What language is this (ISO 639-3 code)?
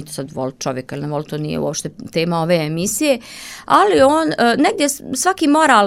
srp